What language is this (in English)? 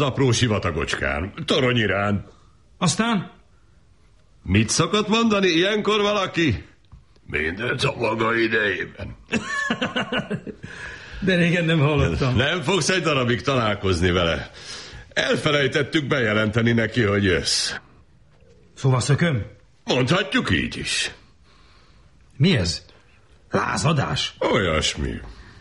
Hungarian